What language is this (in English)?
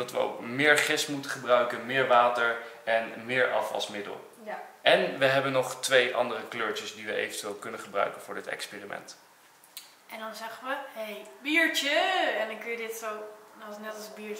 Dutch